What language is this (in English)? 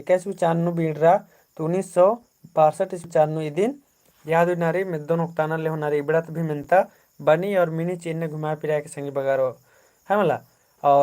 Kurukh